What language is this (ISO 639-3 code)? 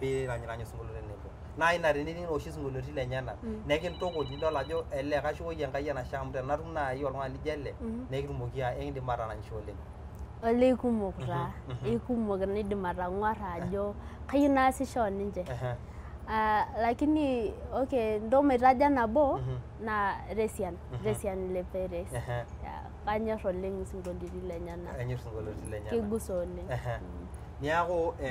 mas